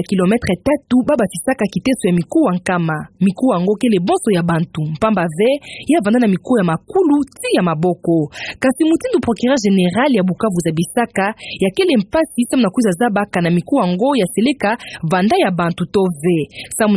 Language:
Kituba (Democratic Republic of Congo)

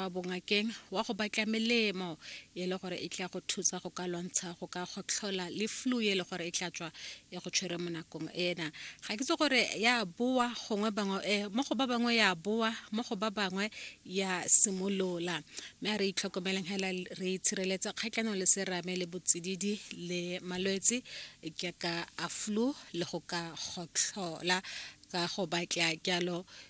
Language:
Tswana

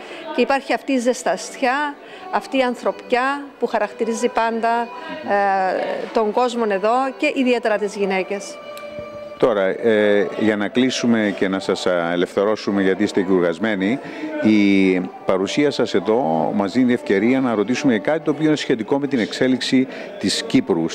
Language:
Greek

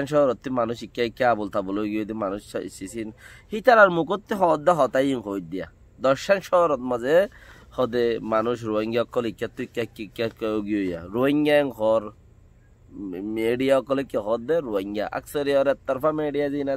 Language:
Rohingya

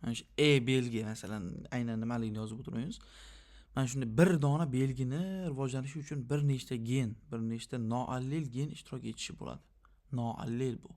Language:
Uzbek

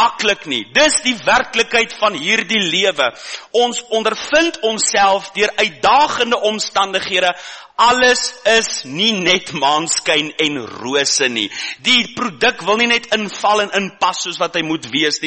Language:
Afrikaans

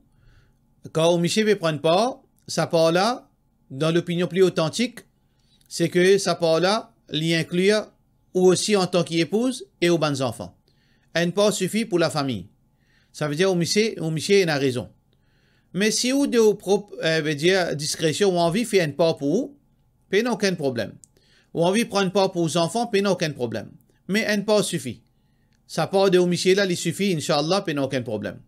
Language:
Morisyen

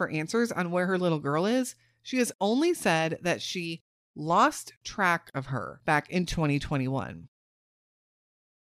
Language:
English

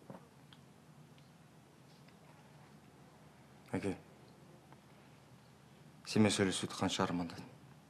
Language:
Kazakh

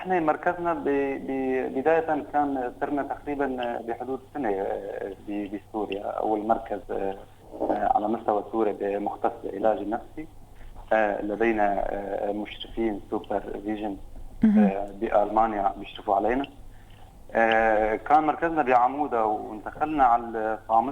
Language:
North Levantine Arabic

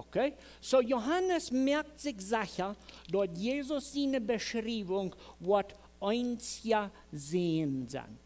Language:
Plautdietsch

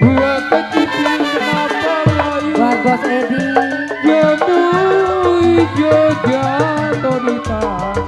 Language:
Betawi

